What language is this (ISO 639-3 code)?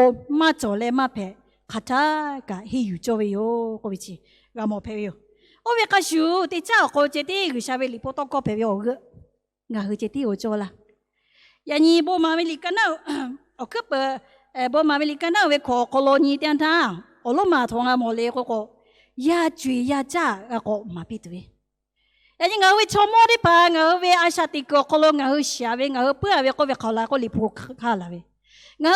lhu